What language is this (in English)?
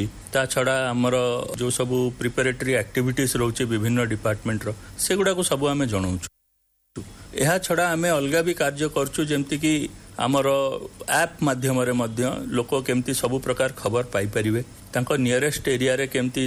Odia